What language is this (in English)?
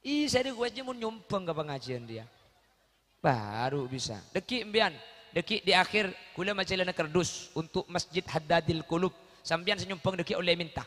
Madurese